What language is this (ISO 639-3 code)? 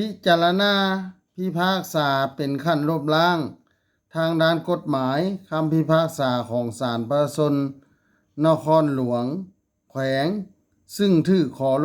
lao